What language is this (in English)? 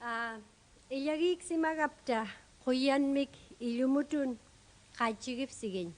Kalaallisut